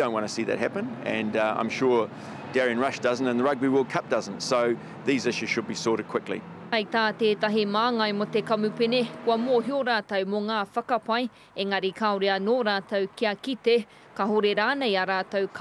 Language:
Māori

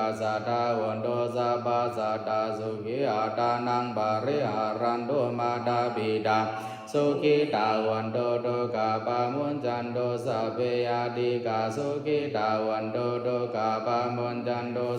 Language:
Pali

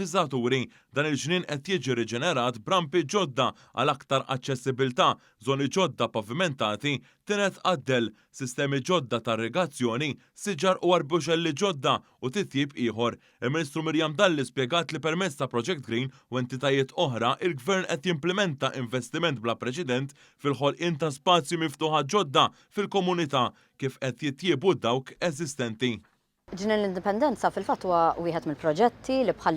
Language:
Maltese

